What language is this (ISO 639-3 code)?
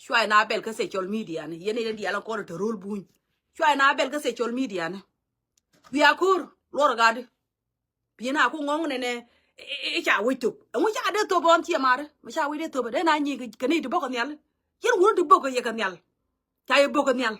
nus